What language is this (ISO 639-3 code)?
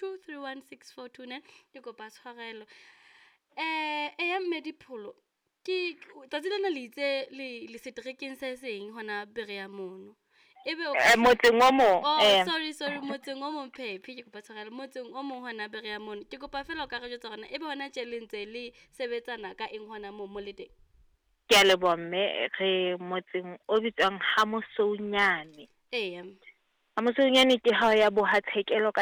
sot